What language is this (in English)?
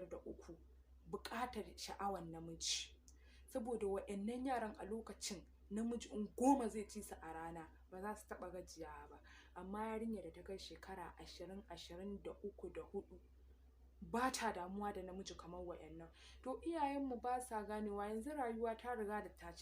Hausa